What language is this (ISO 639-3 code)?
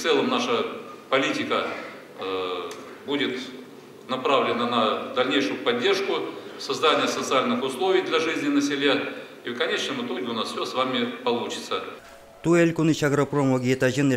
udm